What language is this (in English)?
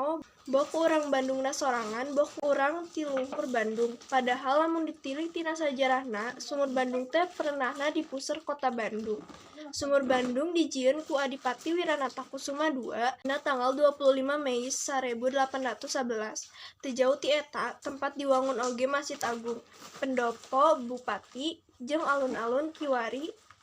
Sundanese